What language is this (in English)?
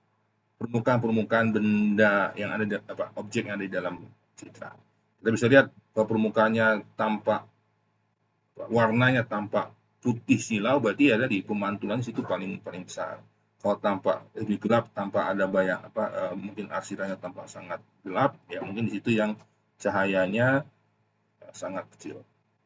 Indonesian